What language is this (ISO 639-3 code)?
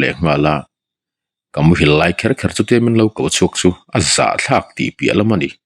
lus